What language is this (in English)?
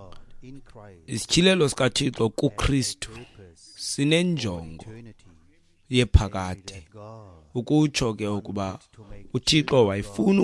Xhosa